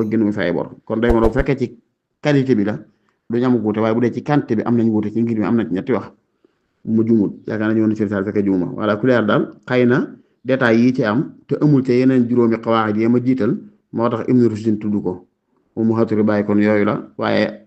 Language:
Wolof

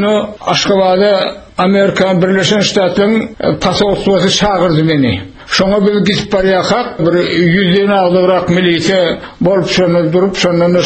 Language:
Turkmen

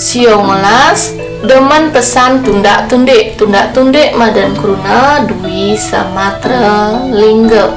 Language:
Balinese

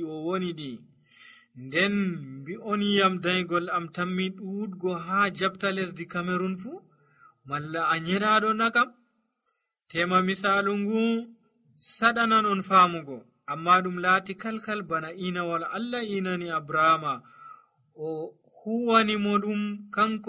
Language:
Nigerian Fulfulde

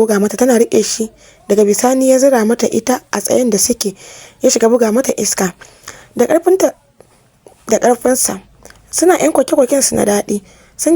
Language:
Hausa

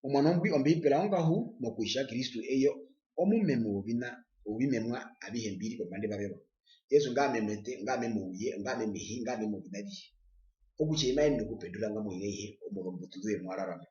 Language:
Herero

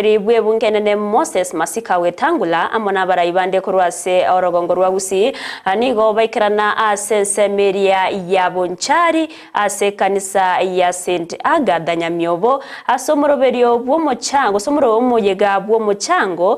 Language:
Gusii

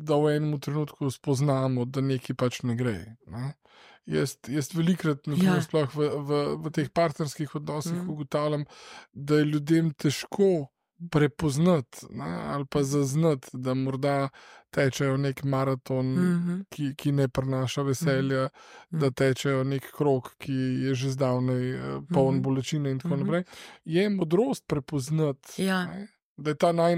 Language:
Slovenian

